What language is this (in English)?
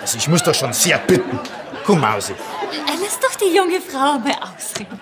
Bavarian